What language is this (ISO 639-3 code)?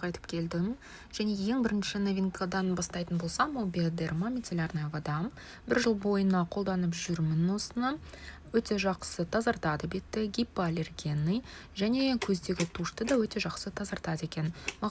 kaz